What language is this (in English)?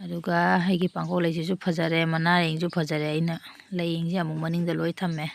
Manipuri